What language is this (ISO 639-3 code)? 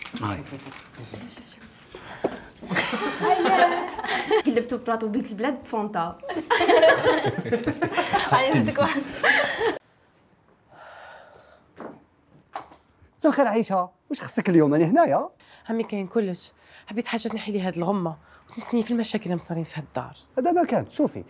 arq